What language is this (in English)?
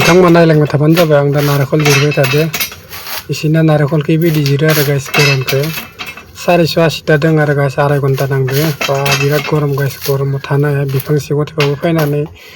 Bodo